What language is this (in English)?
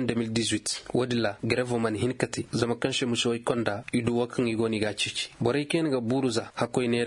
Koyraboro Senni